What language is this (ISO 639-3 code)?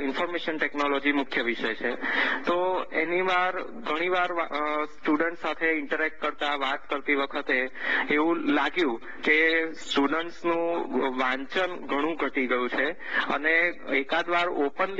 guj